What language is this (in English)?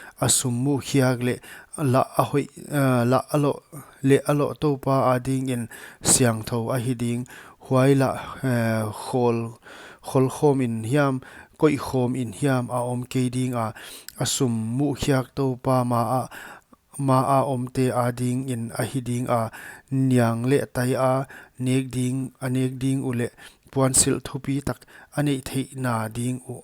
Paite Chin